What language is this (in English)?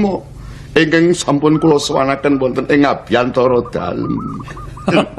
Javanese